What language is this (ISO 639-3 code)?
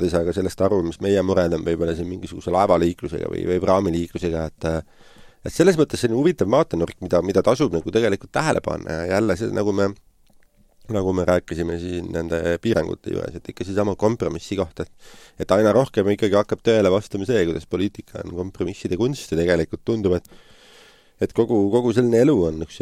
est